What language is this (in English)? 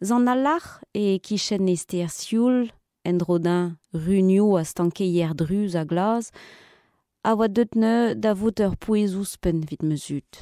Breton